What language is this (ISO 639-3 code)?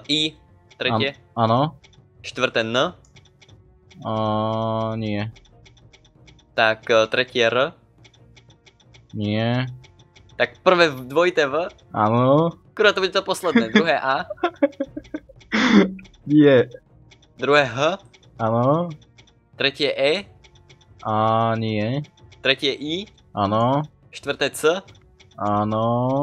slk